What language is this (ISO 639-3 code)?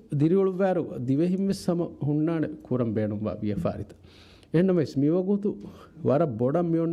div